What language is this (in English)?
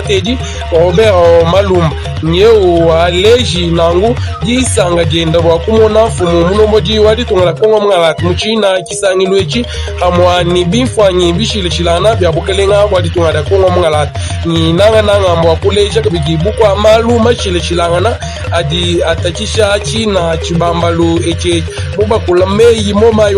Luba-Lulua